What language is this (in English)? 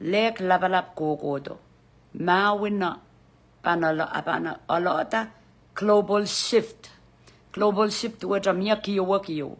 Pohnpeian